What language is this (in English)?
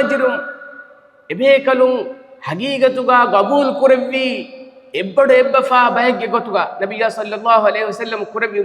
Divehi